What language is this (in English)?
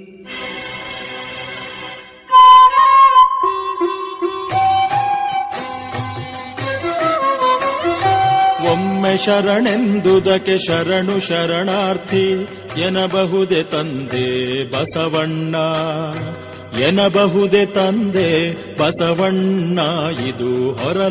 Kannada